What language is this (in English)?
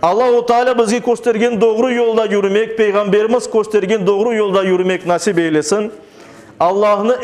Crimean Tatar